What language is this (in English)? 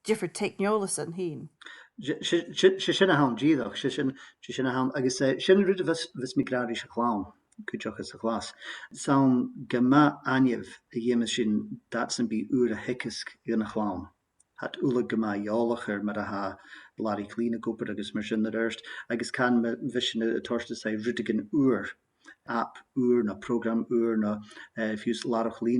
Scottish Gaelic